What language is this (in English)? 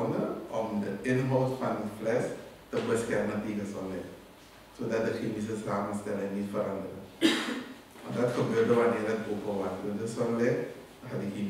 Dutch